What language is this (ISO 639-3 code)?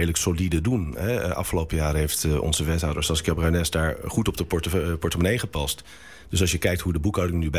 nld